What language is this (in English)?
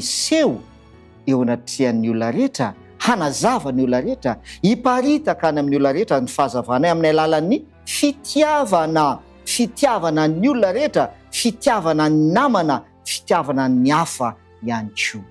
Malagasy